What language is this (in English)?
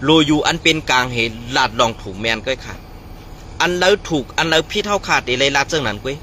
Shan